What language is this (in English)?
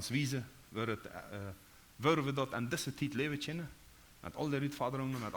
Plautdietsch